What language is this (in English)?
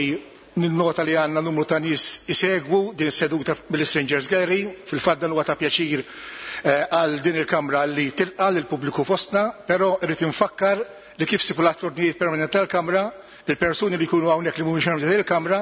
Maltese